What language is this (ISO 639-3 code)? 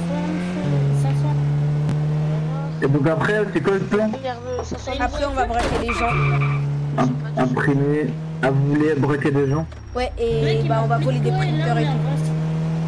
fra